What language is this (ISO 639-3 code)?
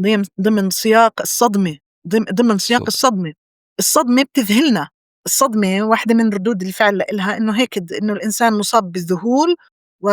apc